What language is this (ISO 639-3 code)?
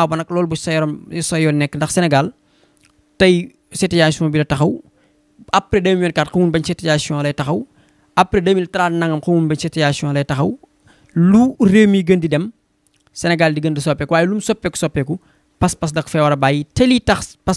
wol